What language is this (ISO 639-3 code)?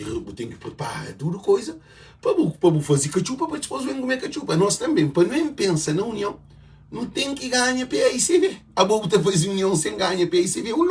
kea